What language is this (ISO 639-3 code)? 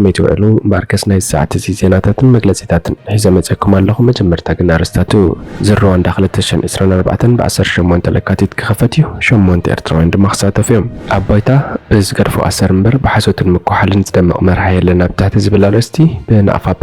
tir